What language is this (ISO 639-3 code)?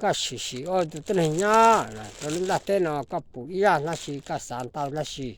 hmn